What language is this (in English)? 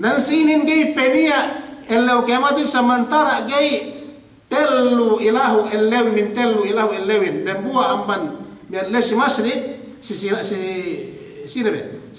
Yakan